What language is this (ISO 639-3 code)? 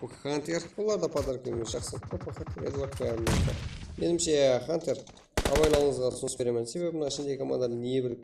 kaa